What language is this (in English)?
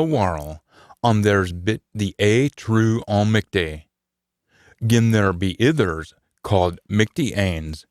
Scots